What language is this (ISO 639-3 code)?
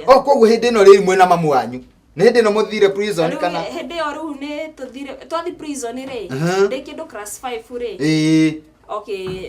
kik